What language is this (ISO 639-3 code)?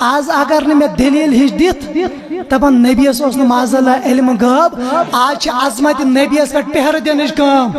kas